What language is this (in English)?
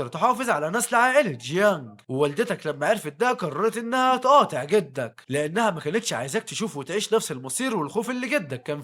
Egyptian Arabic